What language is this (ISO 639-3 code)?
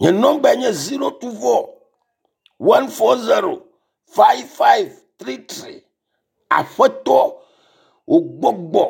ewe